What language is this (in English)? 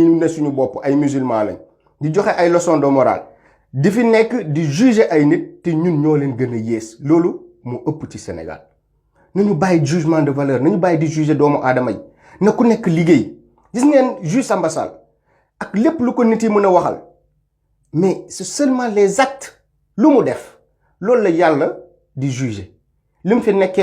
Wolof